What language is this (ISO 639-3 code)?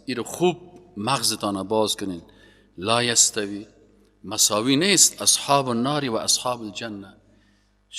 fas